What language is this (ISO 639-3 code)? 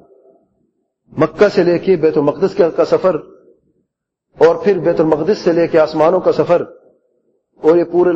urd